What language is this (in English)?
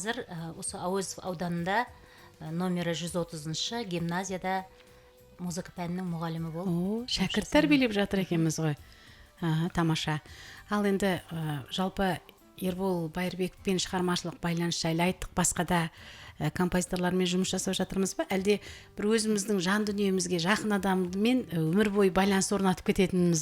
Kazakh